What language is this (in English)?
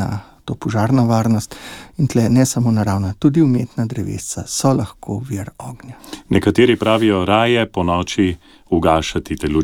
Slovenian